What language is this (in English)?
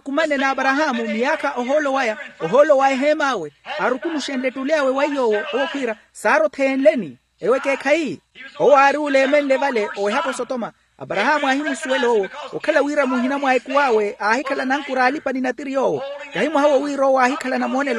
Makhuwa